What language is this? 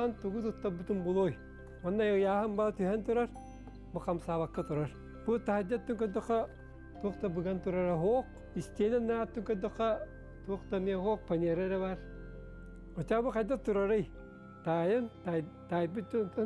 Yakut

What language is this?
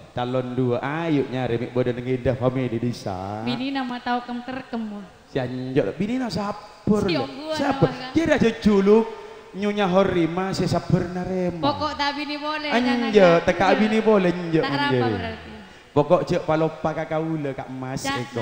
Madurese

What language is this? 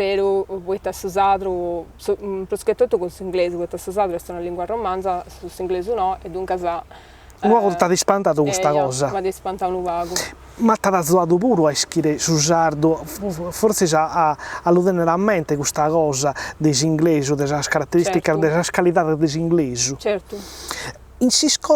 Sardinian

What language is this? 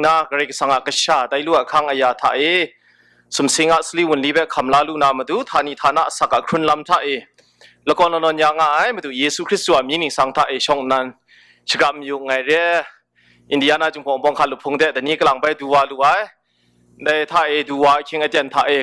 Kachin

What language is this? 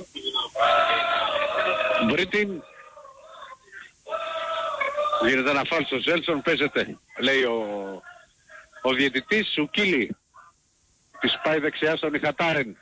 Greek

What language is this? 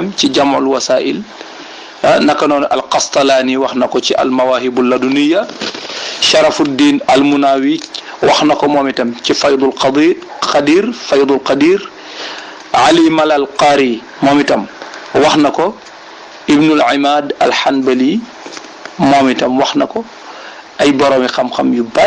Wolof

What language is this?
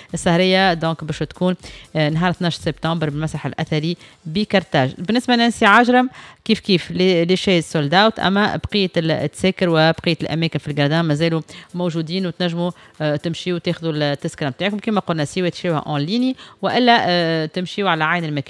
Tunisian Arabic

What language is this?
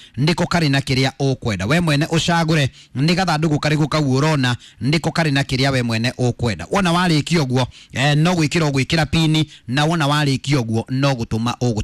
Kikuyu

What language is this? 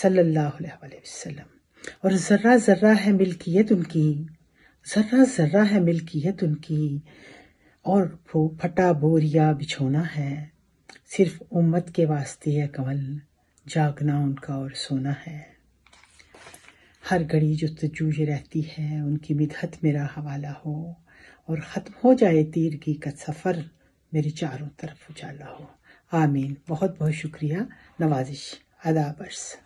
Urdu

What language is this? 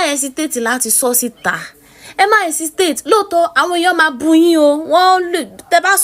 Yoruba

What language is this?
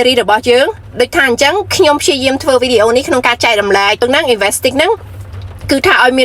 Khmer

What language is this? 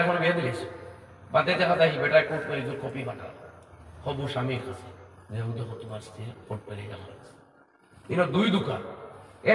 Sylheti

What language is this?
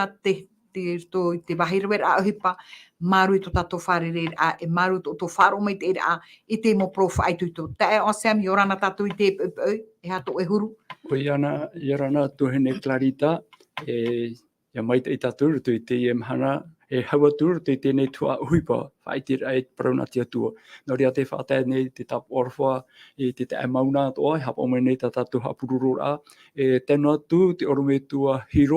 Tahitian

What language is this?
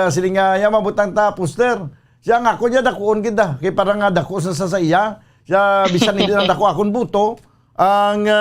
Hiligaynon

